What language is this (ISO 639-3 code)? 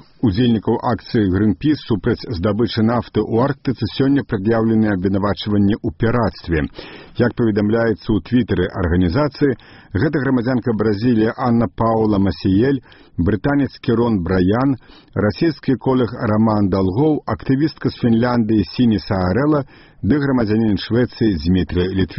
bel